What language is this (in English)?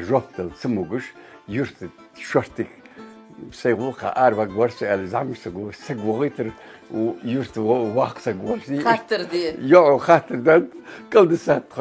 Ingush